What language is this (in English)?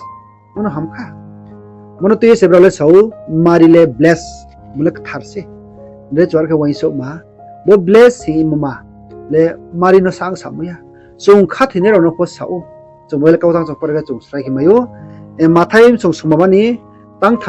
Riang (India)